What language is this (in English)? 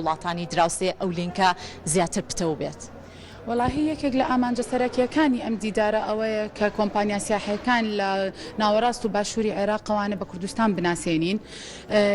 Central Kurdish